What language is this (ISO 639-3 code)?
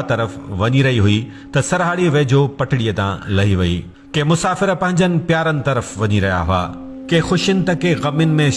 snd